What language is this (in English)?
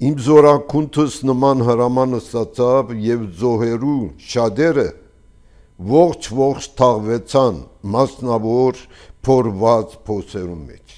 Armenian